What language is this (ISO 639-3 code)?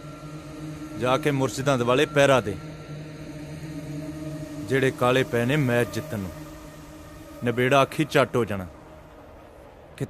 pan